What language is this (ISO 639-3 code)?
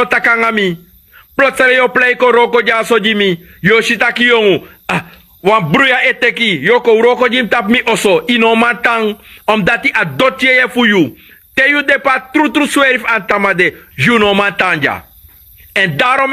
srn